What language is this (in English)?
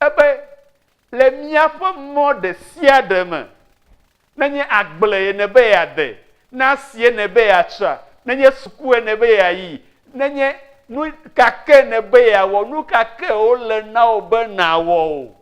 Ewe